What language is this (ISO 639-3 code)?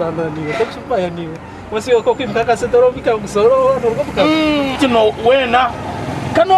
kin